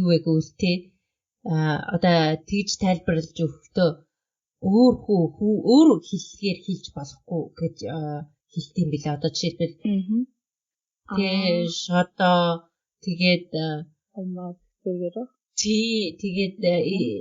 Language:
Mongolian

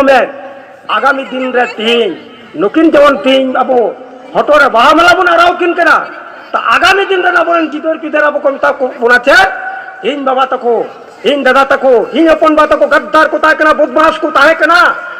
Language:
Santali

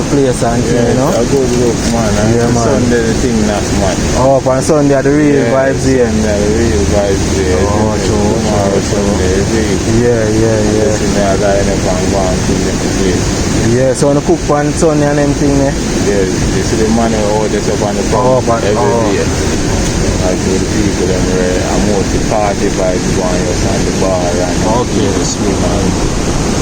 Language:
Jamaican Creole English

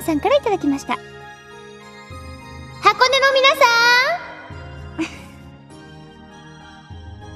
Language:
Japanese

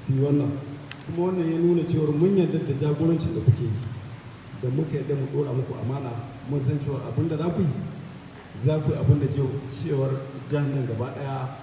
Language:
Hausa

